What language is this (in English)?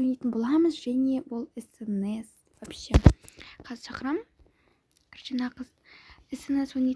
Kazakh